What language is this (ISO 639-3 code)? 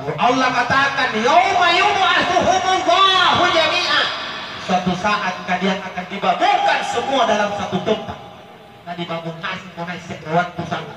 mak